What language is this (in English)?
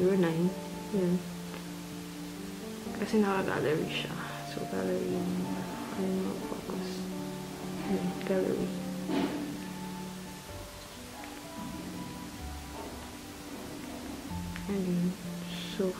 Filipino